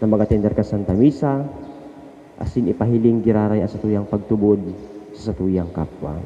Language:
Bikol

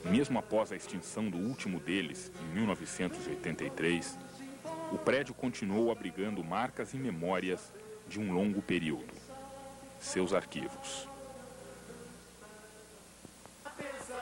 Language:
Portuguese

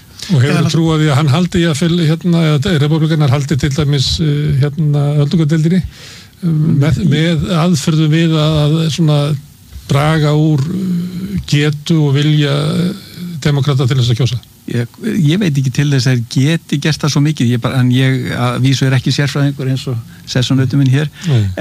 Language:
Icelandic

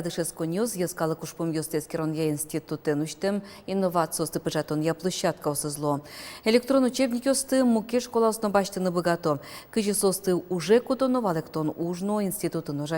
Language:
Udmurt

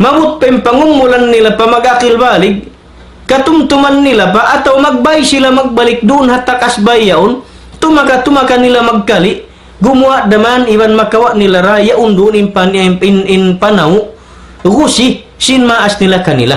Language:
Tausug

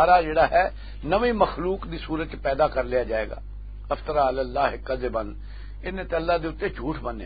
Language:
Western Panjabi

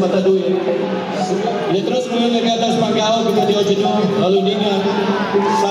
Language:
Iban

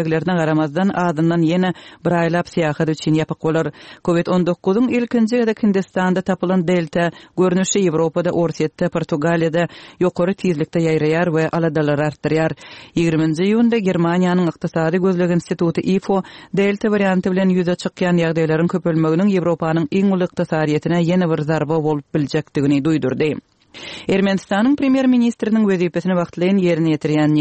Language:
Turkmen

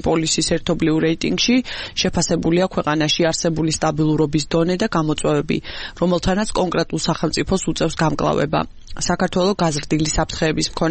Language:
Georgian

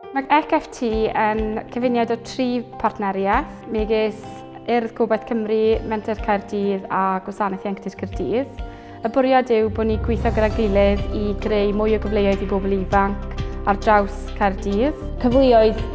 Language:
Welsh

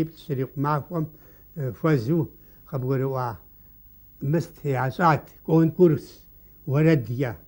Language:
Kabardian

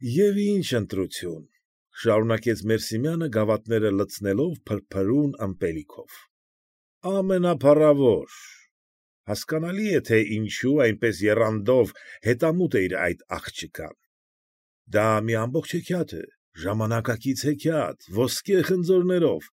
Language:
Armenian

